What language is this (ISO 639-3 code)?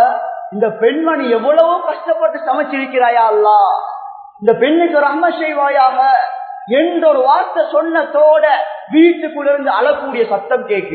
tam